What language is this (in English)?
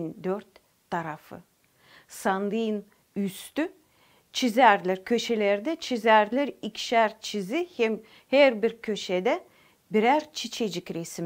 Gagauz